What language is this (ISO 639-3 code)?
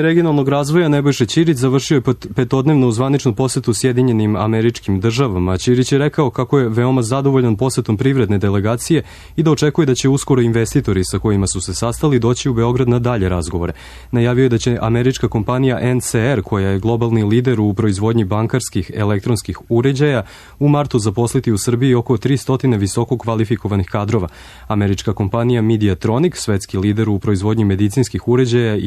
srp